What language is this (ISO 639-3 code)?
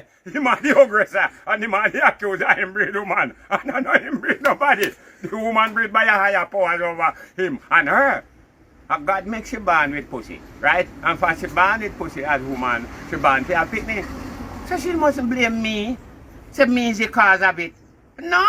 jam